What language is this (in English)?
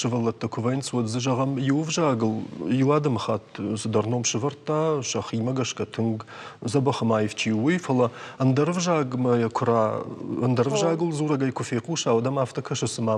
Ossetic